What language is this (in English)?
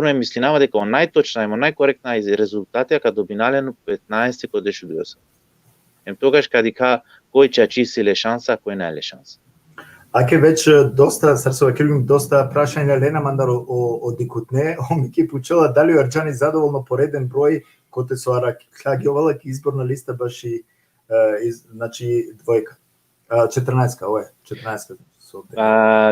Balkan Romani